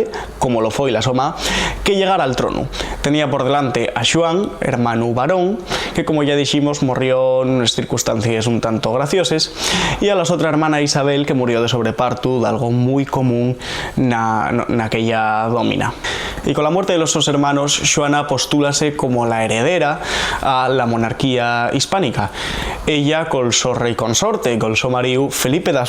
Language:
Asturian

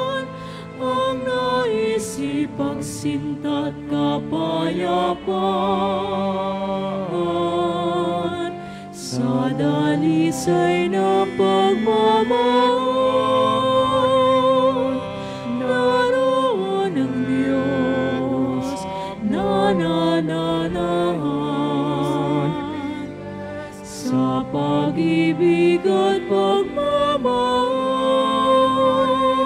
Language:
Filipino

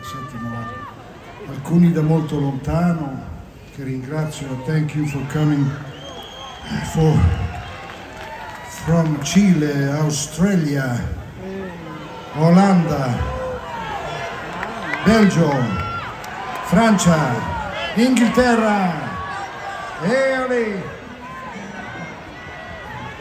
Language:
Italian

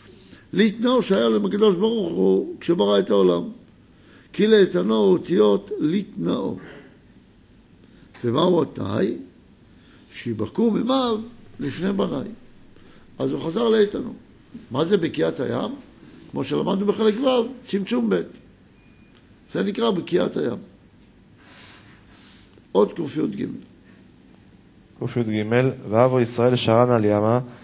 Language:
Hebrew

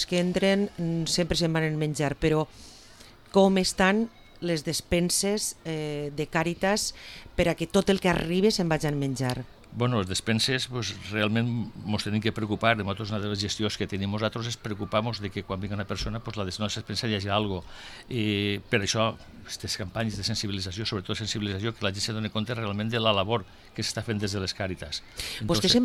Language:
Catalan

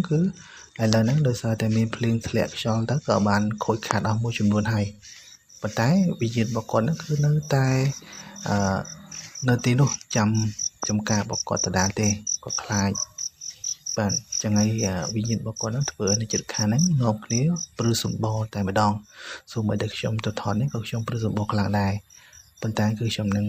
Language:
Khmer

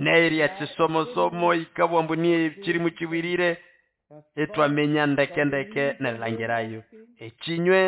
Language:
Nande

